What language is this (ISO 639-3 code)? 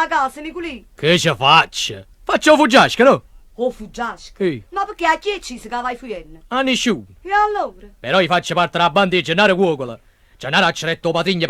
nap